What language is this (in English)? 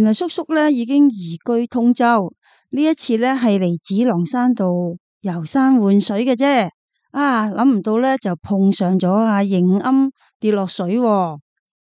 Cantonese